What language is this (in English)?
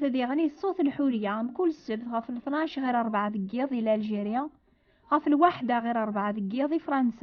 Kabyle